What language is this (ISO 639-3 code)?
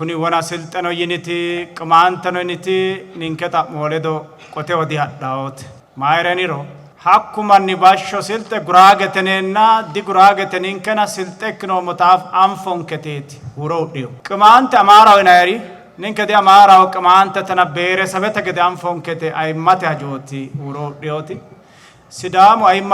sid